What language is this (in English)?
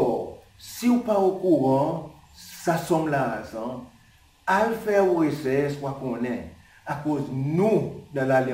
Seselwa Creole French